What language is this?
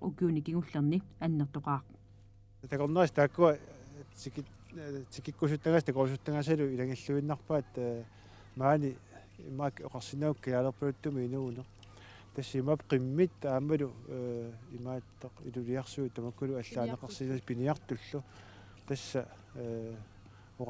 Kalaallisut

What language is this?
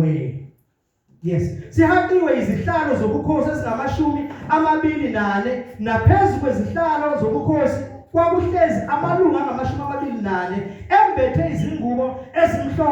Zulu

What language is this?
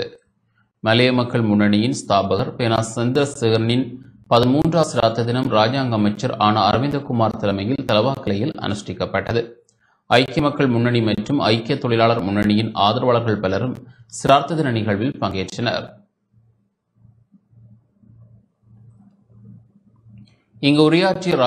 Tamil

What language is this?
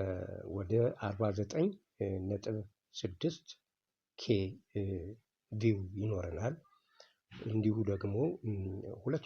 Amharic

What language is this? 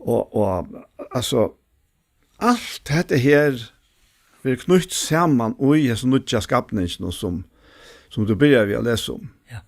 Faroese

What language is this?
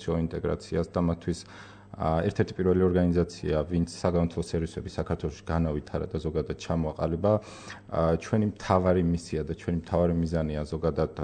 Georgian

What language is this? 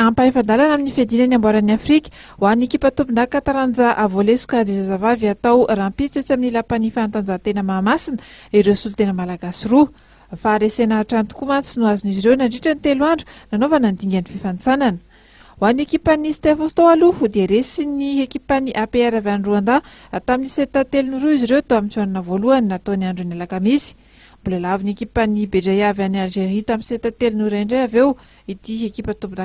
Malagasy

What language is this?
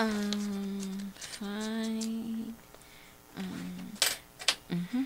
Iloko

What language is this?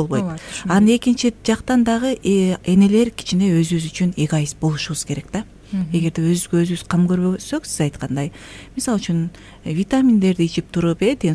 Kyrgyz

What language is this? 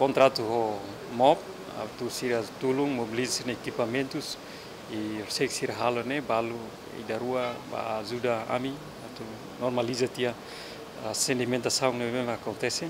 Tetum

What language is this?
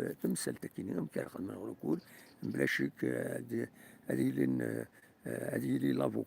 Kabyle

